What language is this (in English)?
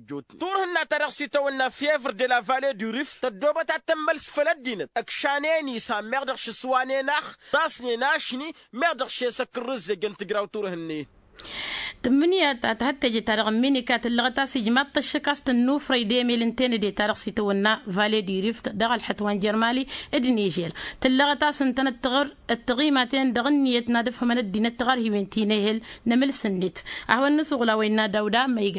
Tamasheq